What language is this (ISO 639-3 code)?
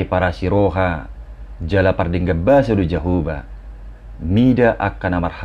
bbc